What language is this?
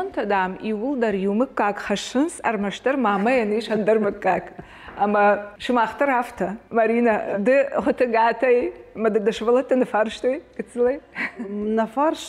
Ossetic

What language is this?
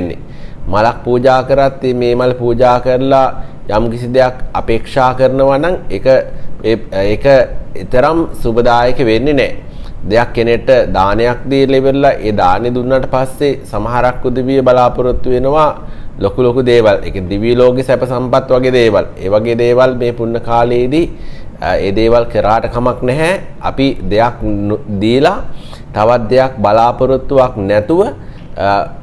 Sinhala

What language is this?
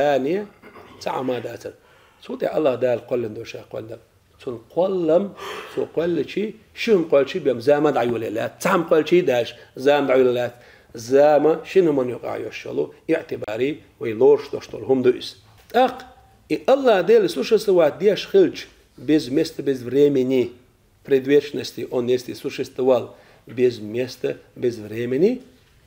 Chechen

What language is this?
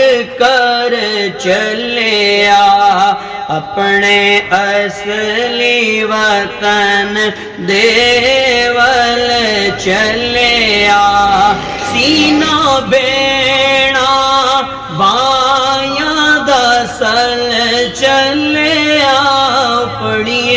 Pahari-Potwari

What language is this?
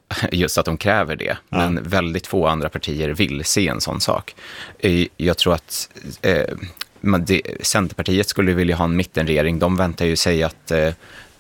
Swedish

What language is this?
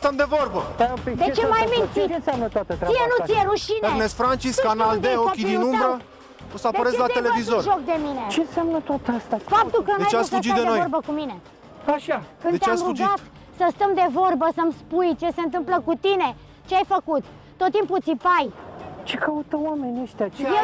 Romanian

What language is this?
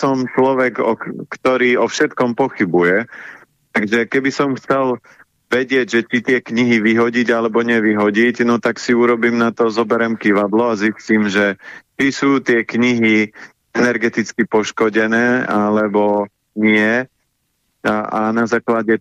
Slovak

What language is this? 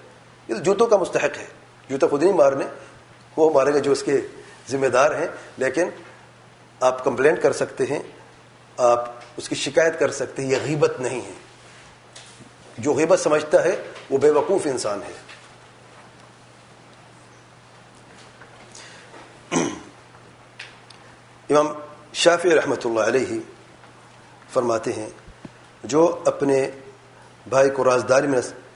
Urdu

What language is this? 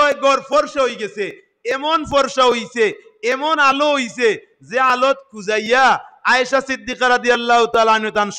Sylheti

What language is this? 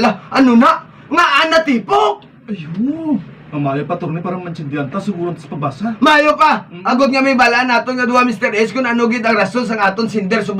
Hiligaynon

